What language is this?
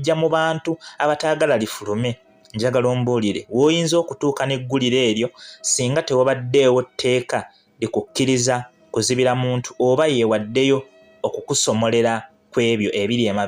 Ganda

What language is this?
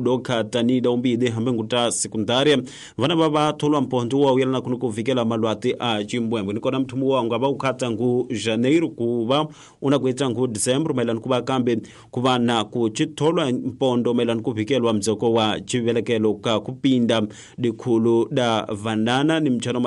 Tsonga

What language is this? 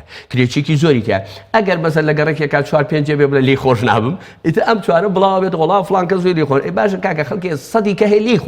Central Kurdish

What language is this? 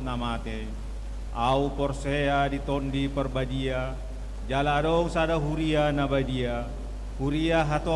Batak Toba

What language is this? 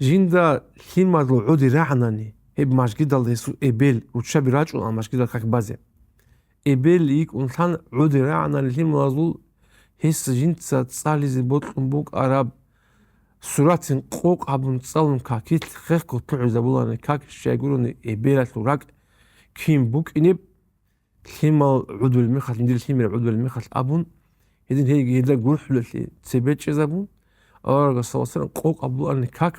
Avaric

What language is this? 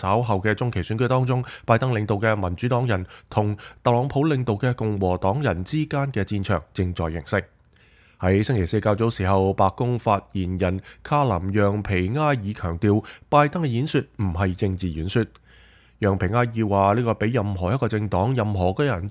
Cantonese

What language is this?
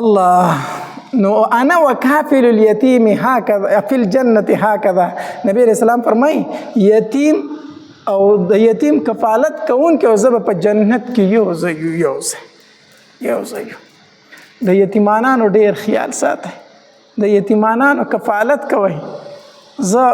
Pashto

